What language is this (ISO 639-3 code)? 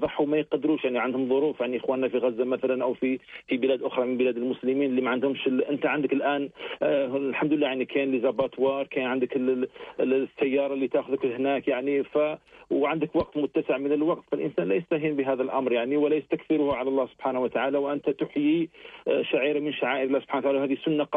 arq